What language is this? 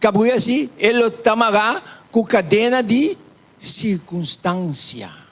Papiamento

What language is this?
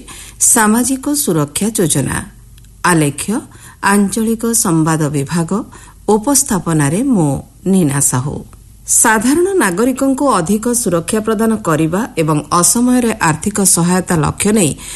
Odia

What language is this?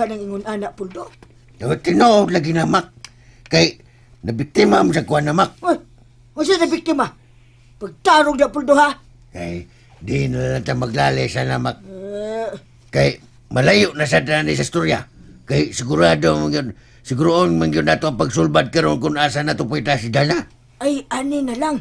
Cebuano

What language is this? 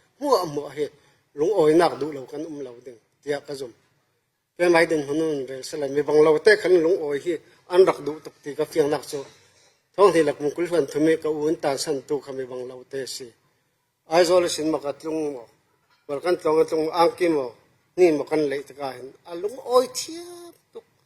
Falam Chin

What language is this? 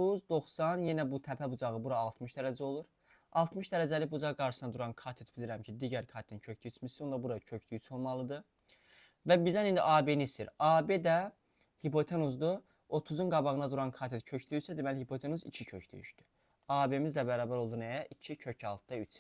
Azerbaijani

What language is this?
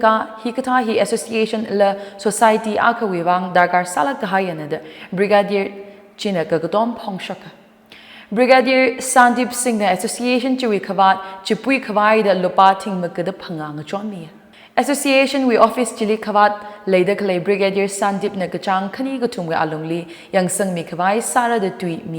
Tangkhul Naga (India)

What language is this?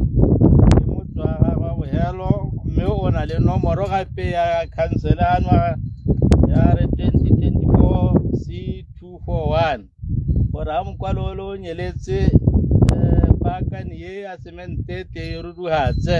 Tswana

